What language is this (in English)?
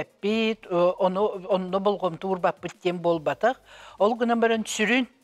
Yakut